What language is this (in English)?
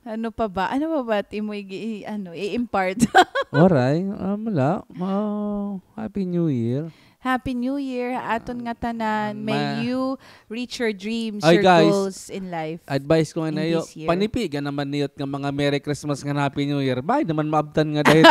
Waray